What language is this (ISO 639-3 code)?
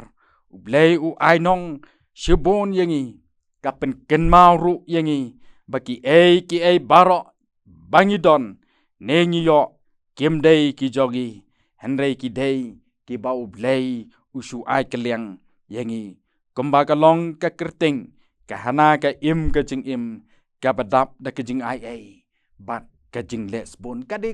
kha